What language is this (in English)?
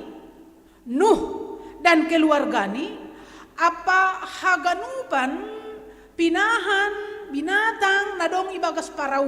Batak Simalungun